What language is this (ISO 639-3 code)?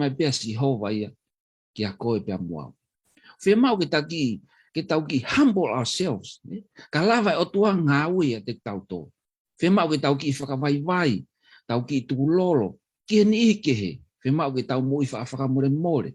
ton